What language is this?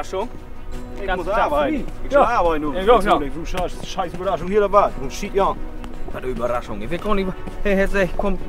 Low German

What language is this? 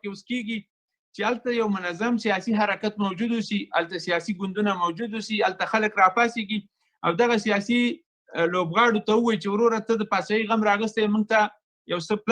Pashto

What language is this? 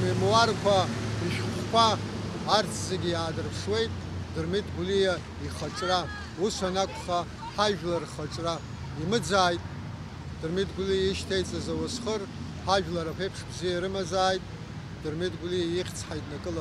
Abkhazian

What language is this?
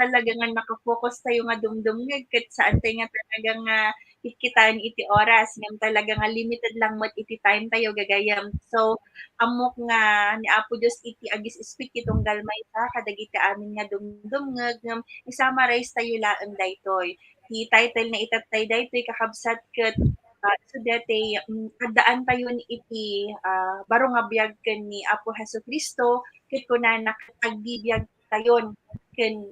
Iloko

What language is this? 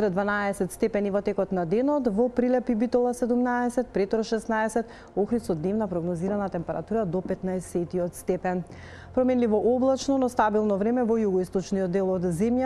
Macedonian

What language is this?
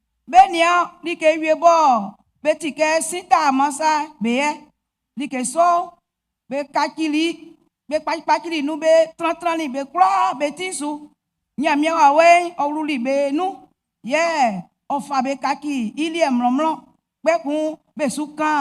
Baoulé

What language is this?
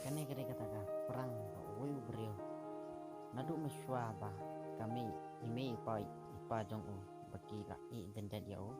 Khasi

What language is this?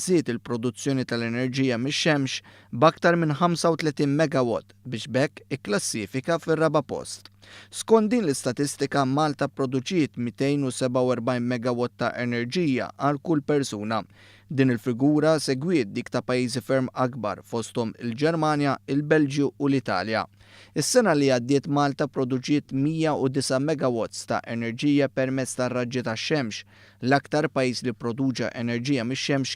Maltese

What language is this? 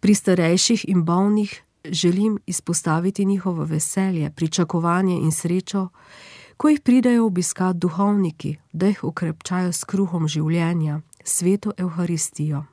Slovenian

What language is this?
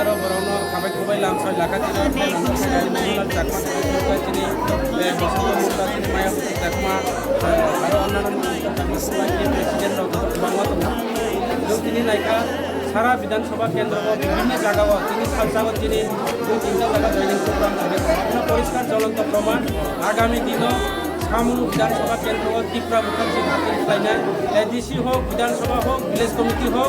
Kok Borok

